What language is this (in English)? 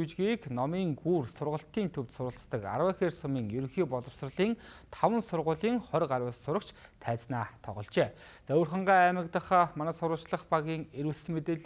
Mongolian